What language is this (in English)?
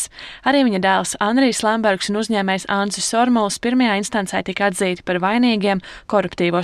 Latvian